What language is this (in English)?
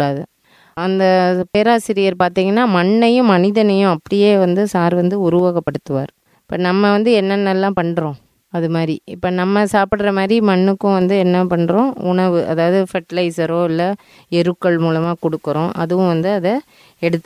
Tamil